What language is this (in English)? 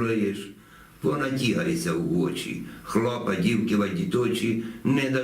Rusyn